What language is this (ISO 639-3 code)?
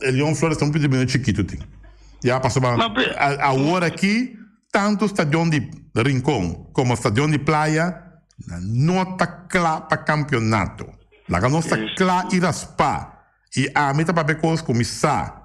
pap